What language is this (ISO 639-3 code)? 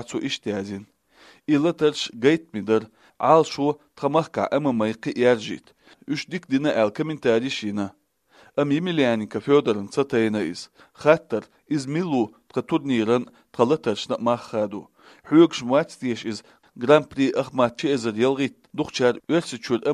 che